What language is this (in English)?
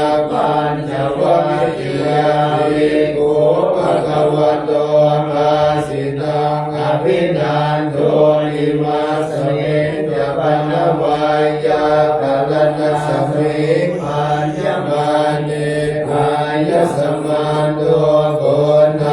Pali